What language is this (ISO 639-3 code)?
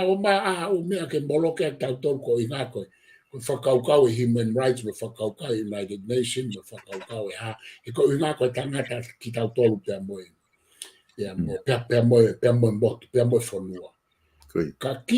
ton